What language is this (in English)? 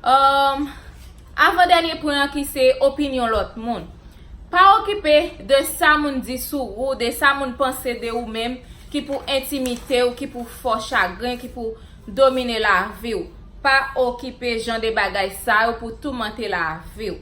Haitian Creole